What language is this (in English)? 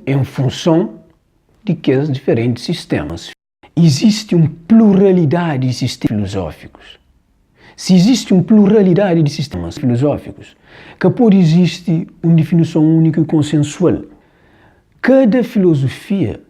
Kabuverdianu